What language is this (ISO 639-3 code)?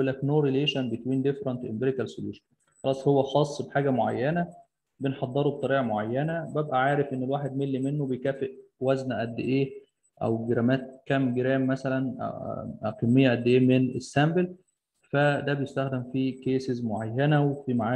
arz